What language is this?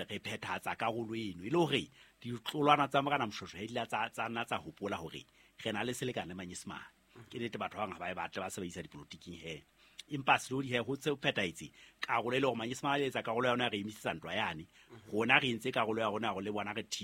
Southern Sotho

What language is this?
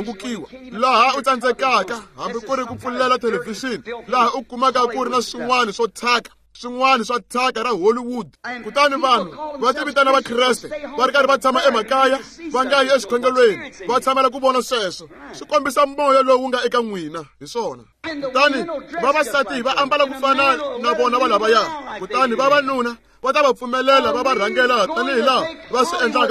Tsonga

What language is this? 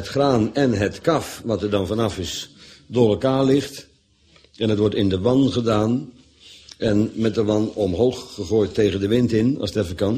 Dutch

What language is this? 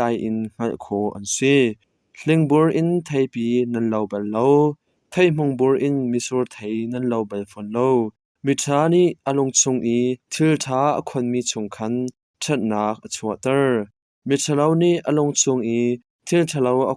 Hakha Chin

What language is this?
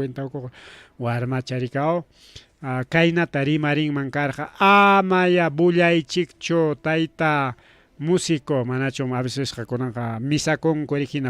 Ayacucho Quechua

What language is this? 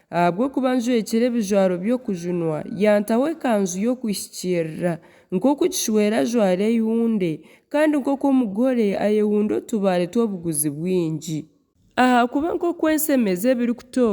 Nyankole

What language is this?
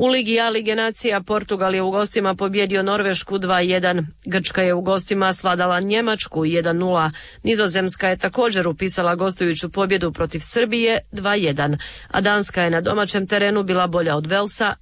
Croatian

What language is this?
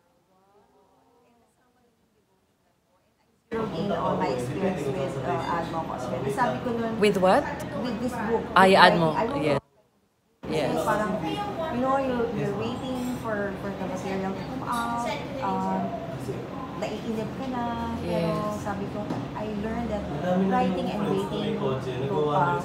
Filipino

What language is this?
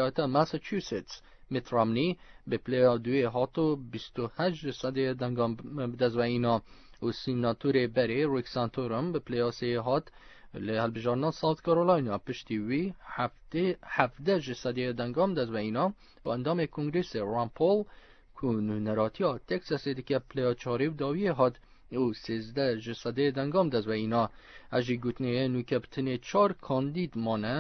Central Kurdish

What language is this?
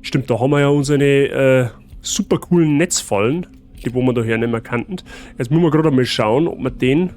Bavarian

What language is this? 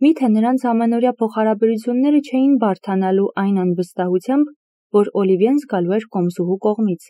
Armenian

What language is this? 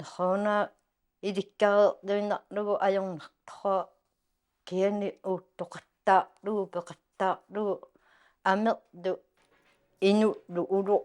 Kalaallisut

